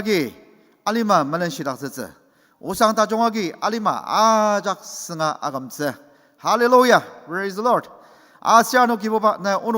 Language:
Ao Naga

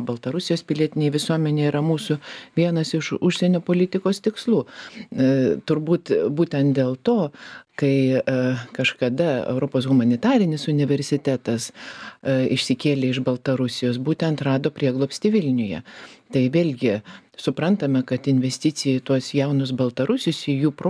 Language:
Lithuanian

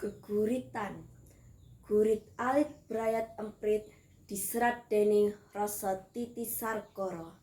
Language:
Javanese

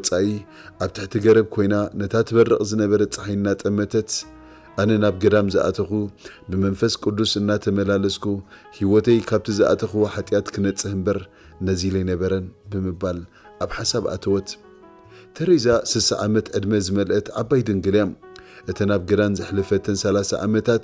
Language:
Tigrinya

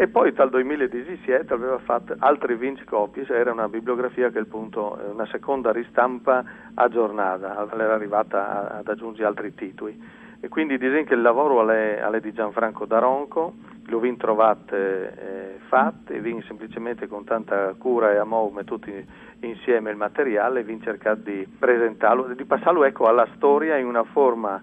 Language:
Friulian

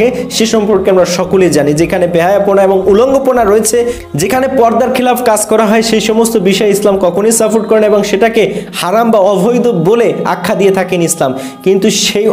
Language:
Bangla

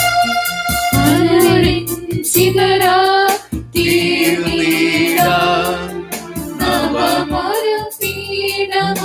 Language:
Malayalam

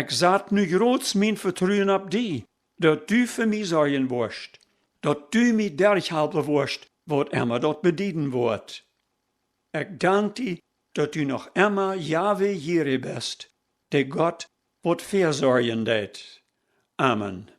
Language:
Plautdietsch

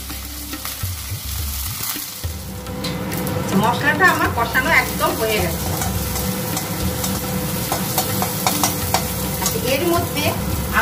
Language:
Bangla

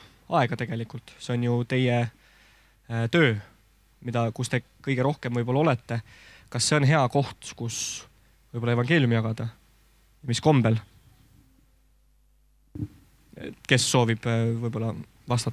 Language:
Estonian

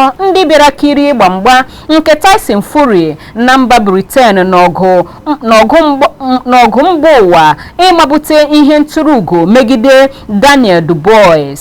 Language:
Igbo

